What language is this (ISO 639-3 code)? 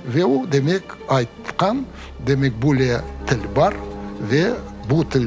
crh